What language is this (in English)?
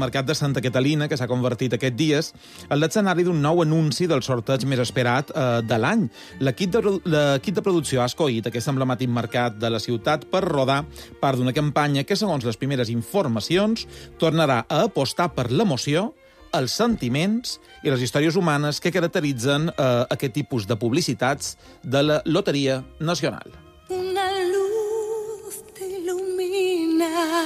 Catalan